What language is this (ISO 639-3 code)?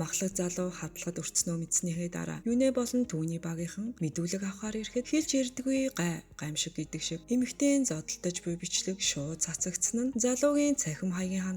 mon